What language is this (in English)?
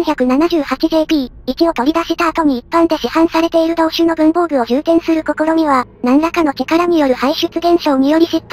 Japanese